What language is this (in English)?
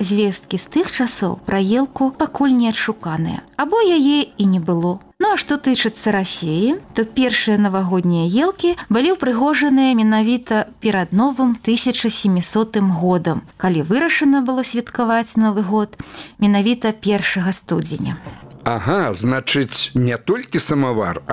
Belarusian